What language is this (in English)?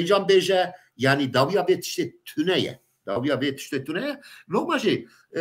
Kurdish